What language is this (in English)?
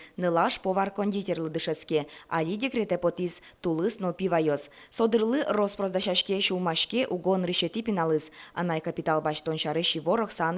Udmurt